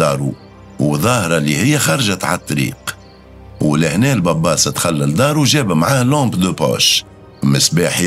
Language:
Tunisian Arabic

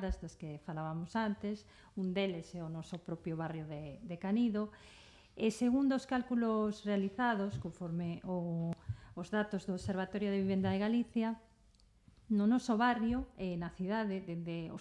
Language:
Galician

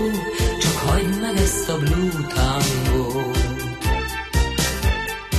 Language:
Hungarian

